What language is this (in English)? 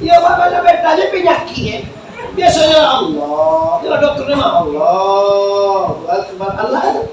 Minangkabau